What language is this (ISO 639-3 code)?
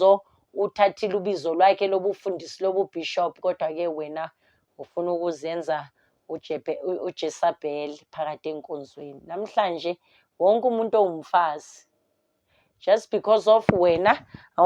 zul